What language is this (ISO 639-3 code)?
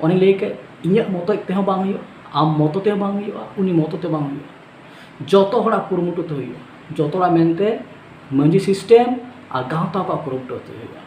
sat